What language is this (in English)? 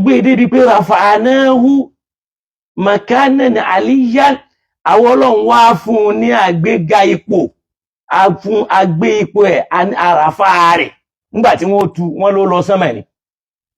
Yoruba